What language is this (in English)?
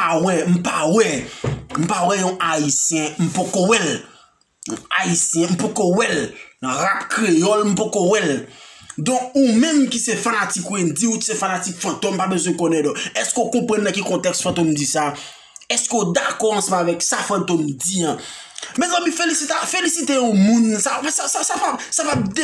Haitian Creole